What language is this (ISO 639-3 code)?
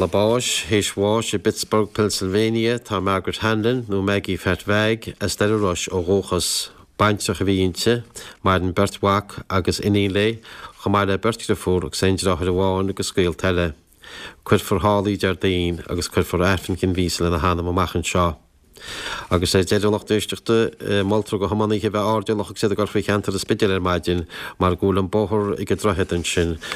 gle